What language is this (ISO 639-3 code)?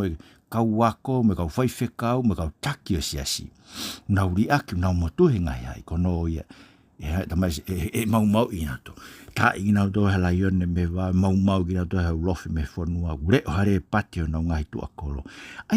ton